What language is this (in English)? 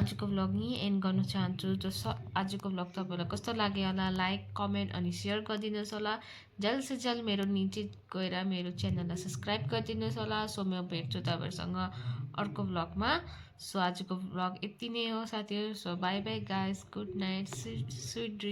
Nepali